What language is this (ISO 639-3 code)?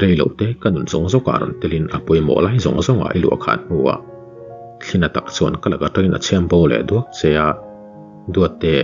lus